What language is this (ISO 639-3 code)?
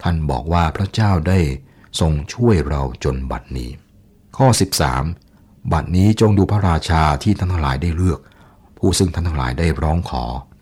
tha